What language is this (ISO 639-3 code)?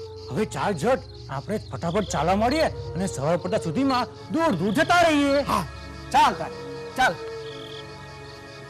guj